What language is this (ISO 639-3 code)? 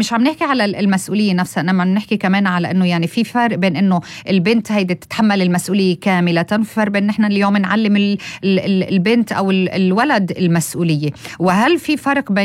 apc